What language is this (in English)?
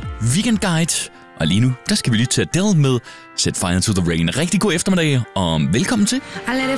Danish